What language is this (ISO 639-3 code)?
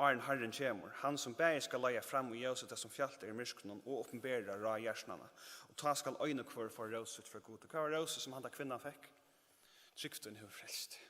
fao